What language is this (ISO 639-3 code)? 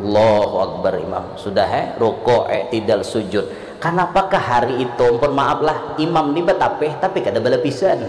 bjn